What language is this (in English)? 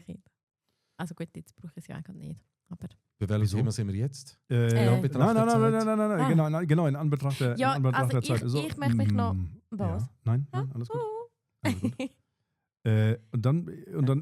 Swiss German